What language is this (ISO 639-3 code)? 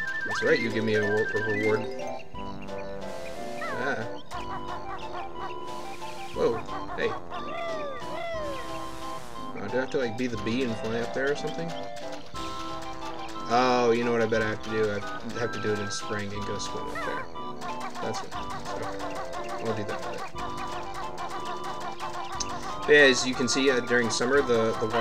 eng